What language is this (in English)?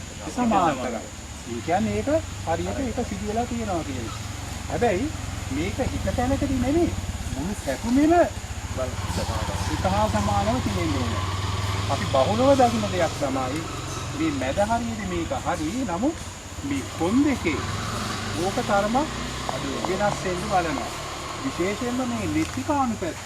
Sinhala